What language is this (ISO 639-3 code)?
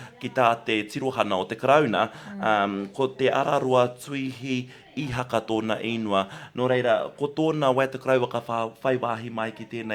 mri